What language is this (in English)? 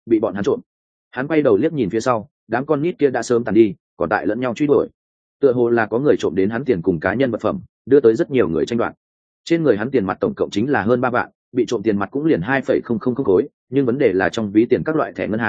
Vietnamese